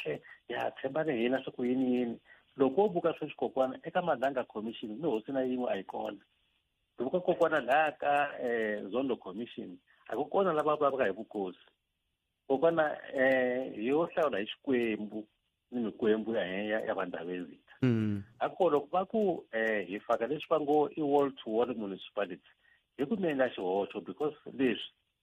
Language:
Tsonga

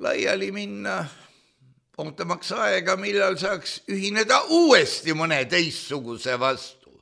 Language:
Estonian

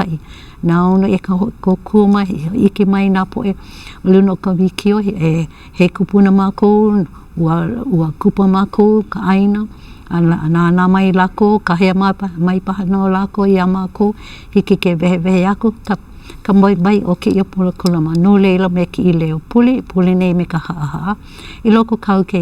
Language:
Hawaiian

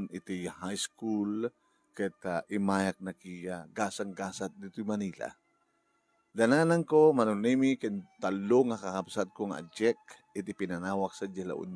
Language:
Iloko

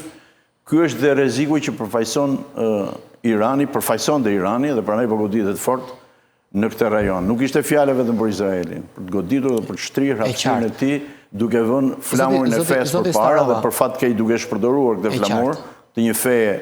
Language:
Albanian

